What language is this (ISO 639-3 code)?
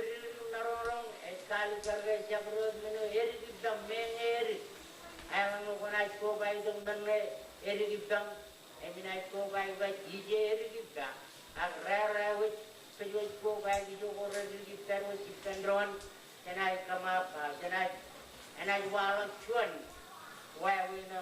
mah